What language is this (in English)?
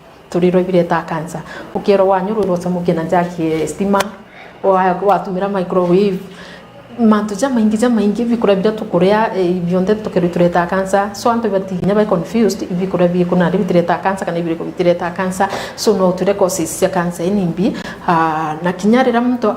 Meru